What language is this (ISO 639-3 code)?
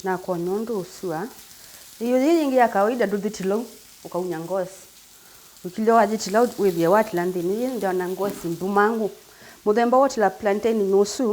kam